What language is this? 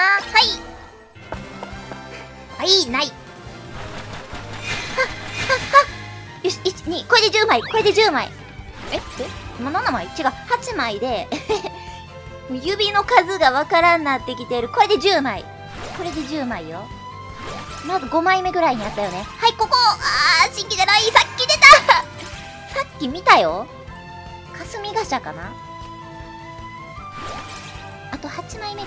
Japanese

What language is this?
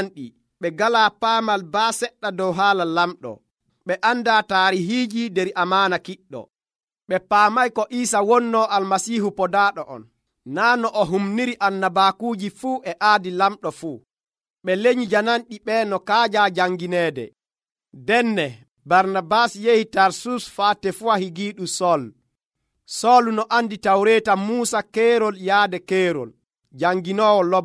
Nigerian Fulfulde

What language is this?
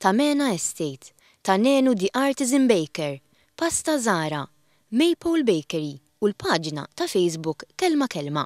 Maltese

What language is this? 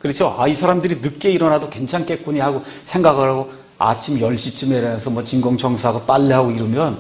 Korean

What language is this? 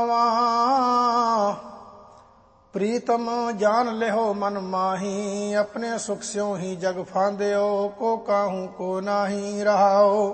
Punjabi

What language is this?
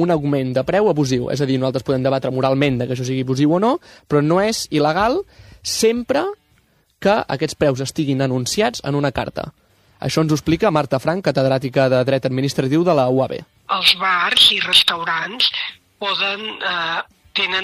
Catalan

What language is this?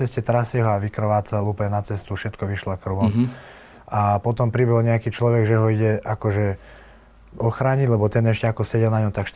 Slovak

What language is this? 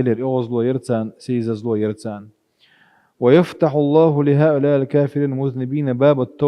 Chechen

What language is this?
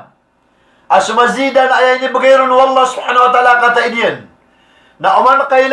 Maranao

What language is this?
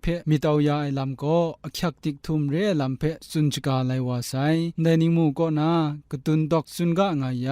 Kachin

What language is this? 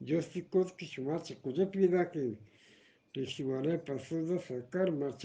Eastern Balochi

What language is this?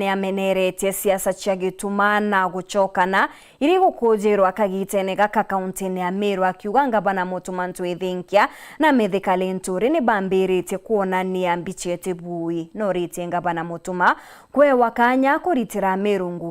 Meru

